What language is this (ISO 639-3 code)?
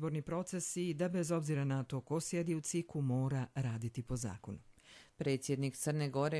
hrv